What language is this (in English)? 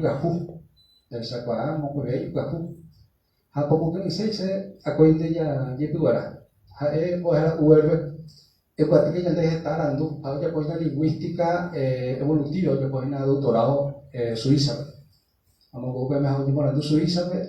Guarani